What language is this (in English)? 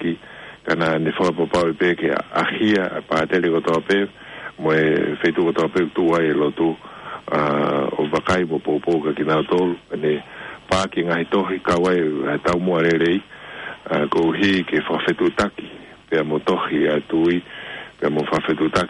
Tongan